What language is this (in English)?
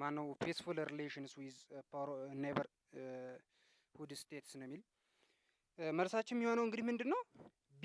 Amharic